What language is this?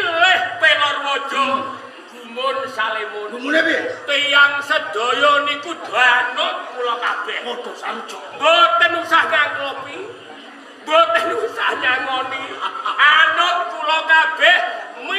Javanese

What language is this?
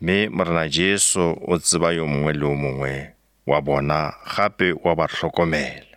Northern Sotho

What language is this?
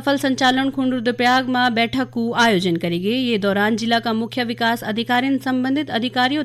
Garhwali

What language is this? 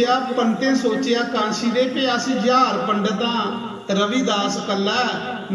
Dogri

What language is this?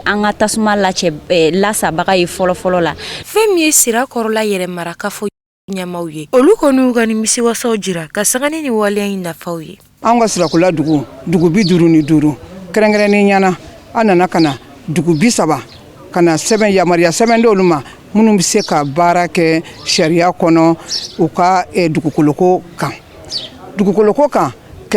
Bambara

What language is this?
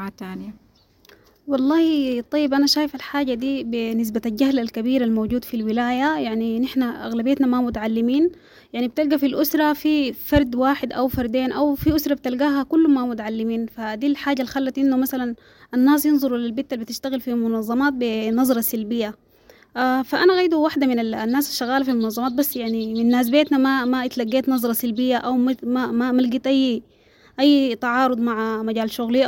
Sudanese Arabic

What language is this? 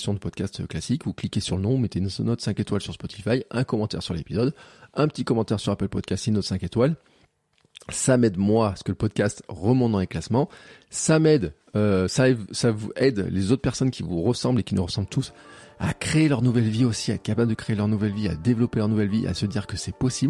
French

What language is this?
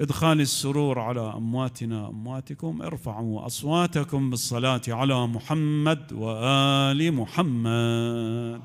Mesopotamian Arabic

